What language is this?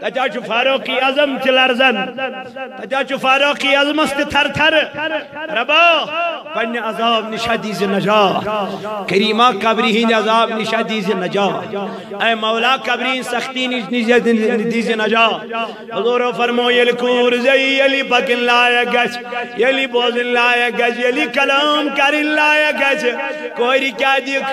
Kashmiri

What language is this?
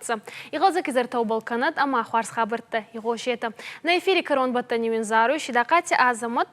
Ossetic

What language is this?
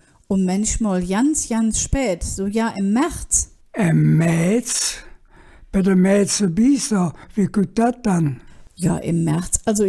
Colognian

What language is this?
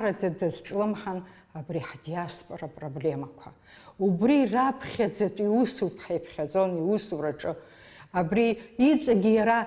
Abkhazian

